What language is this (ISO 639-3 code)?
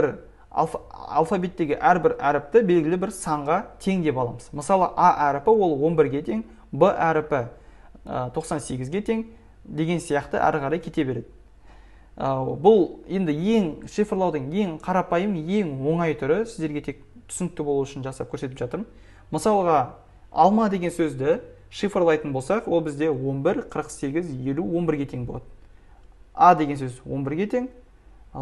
kaz